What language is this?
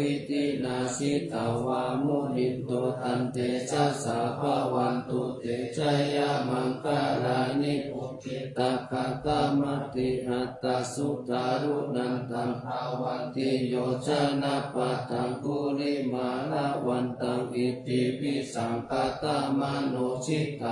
Pali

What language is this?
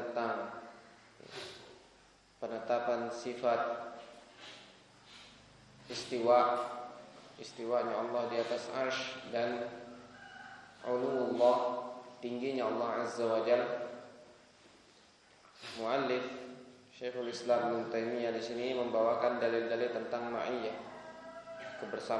Indonesian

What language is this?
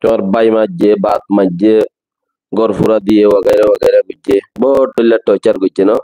Rohingya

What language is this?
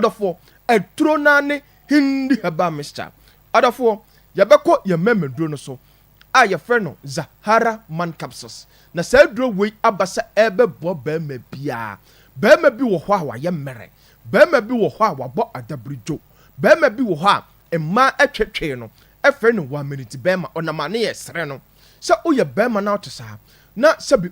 Akan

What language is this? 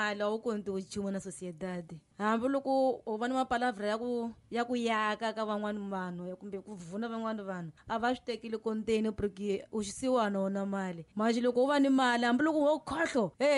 Tsonga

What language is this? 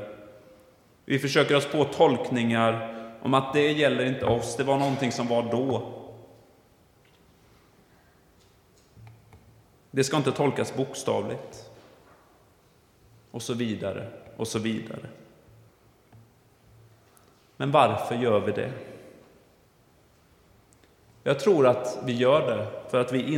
Swedish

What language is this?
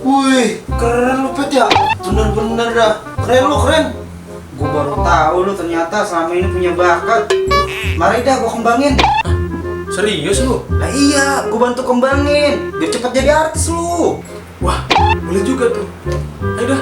Betawi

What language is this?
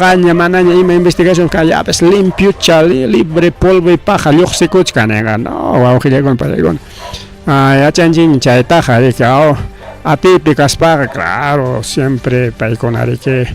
Ayacucho Quechua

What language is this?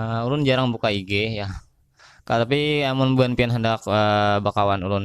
Banjar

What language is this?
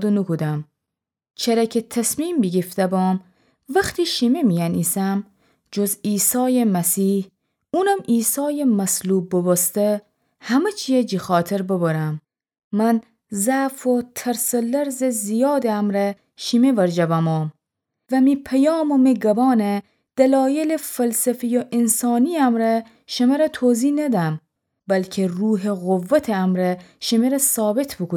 Gilaki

